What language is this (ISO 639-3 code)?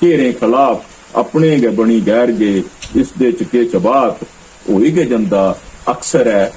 doi